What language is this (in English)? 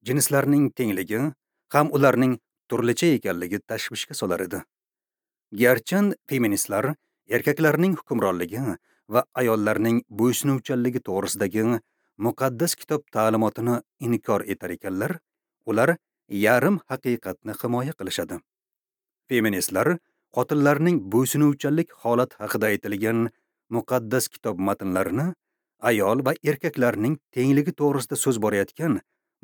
Uzbek